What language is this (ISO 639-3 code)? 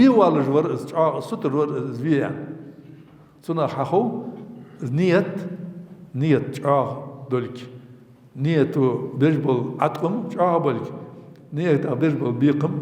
inh